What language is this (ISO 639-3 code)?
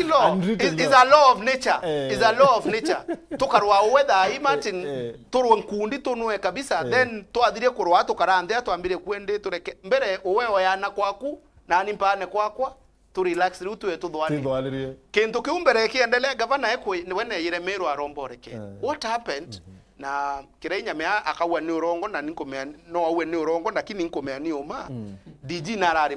mer